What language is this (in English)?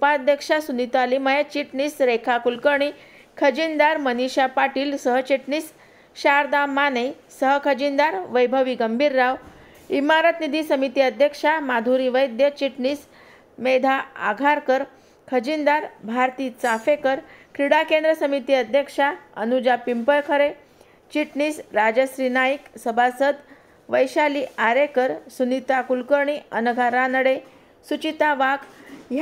Marathi